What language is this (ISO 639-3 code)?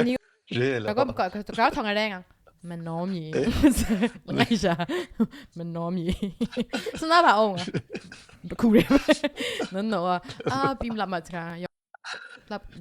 kac